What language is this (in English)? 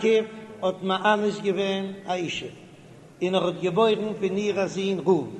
Yiddish